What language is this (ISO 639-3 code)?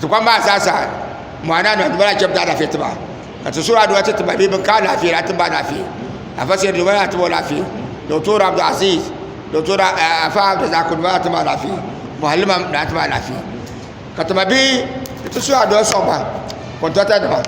dag